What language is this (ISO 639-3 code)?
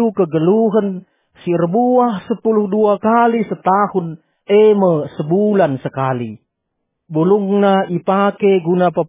btx